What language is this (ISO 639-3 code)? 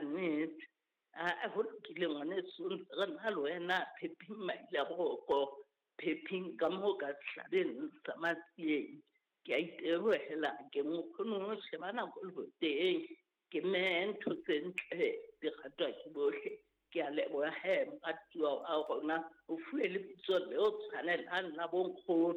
sot